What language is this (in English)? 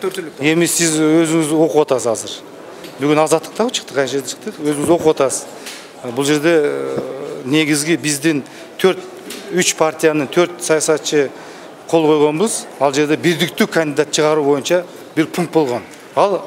Kyrgyz